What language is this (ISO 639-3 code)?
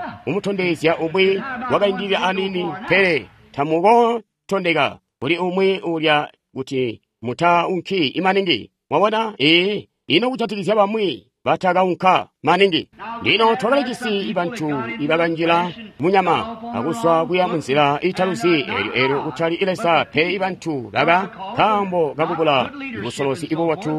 toi